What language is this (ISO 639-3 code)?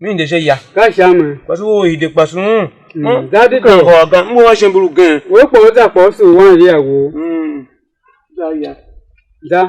tiv